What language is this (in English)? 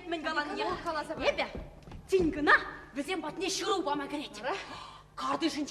Chuvash